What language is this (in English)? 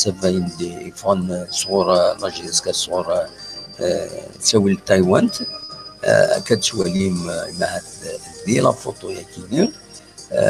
Kabyle